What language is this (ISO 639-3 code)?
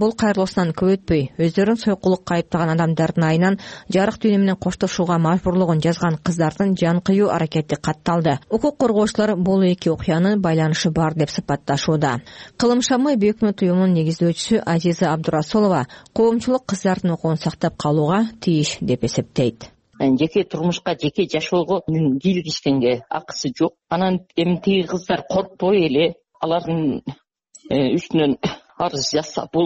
kir